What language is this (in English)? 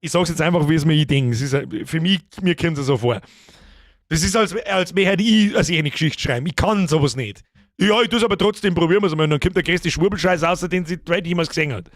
Bavarian